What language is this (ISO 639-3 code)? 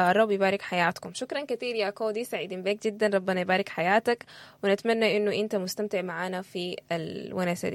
apd